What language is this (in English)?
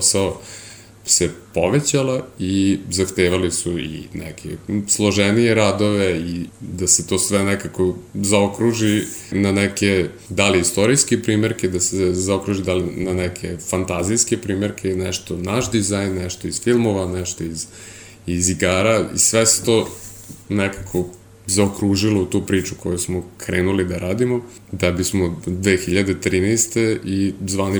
Serbian